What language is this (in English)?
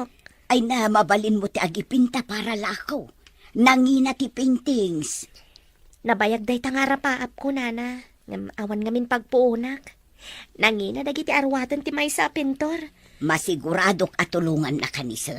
Iloko